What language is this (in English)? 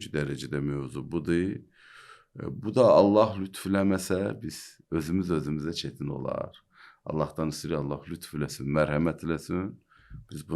Azerbaijani